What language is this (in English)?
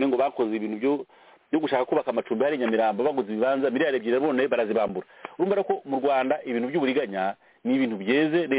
Kinyarwanda